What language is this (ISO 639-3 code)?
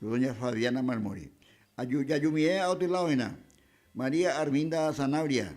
grn